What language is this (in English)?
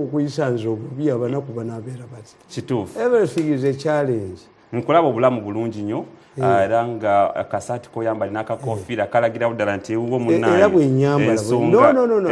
Ganda